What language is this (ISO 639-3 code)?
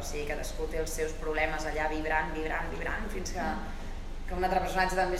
cat